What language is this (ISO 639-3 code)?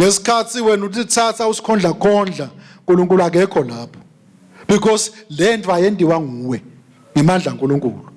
ssw